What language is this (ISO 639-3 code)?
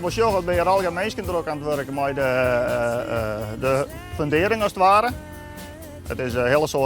fry